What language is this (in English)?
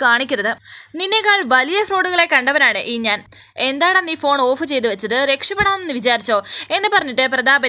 Malayalam